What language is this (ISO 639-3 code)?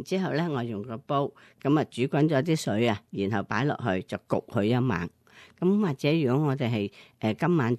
yue